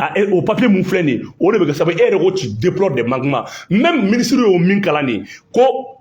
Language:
Bambara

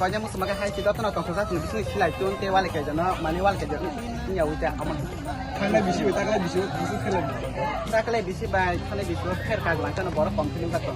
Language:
Kok Borok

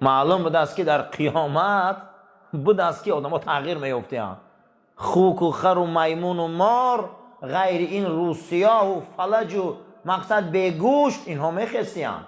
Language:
Tajik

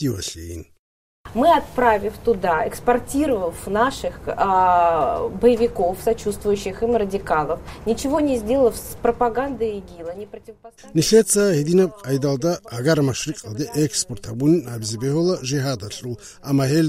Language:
Avaric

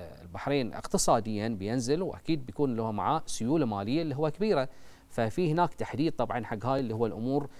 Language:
Gulf Arabic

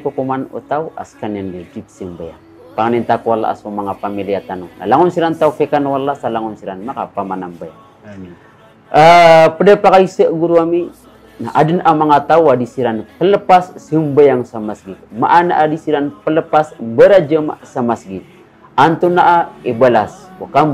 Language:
Maranao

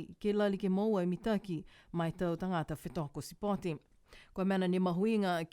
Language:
Niuean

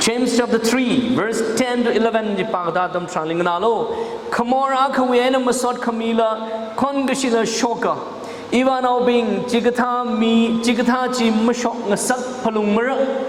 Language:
Tangkhul Naga (India)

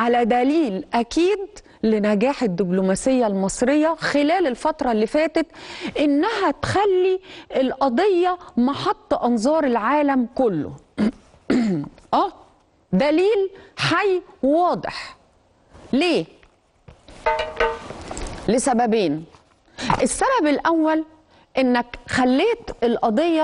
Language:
Egyptian Arabic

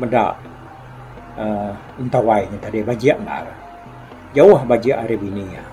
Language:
Iban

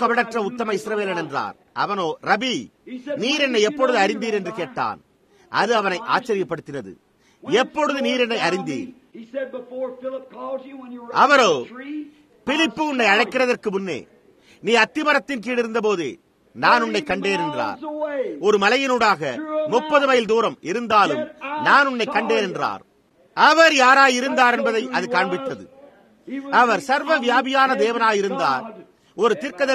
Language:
Tamil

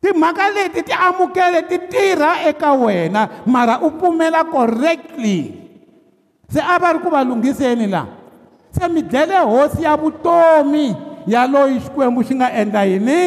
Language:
Tsonga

